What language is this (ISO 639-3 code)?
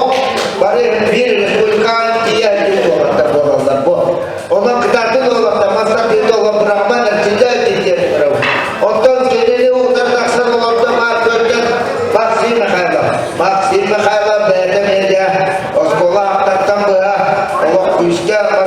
sah